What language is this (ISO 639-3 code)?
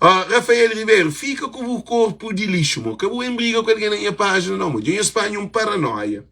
kea